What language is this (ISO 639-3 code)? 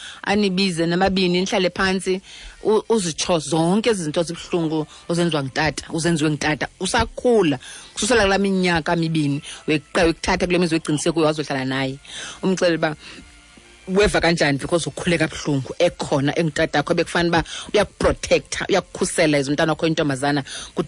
xho